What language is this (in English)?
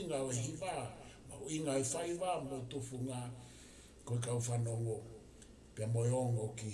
Tongan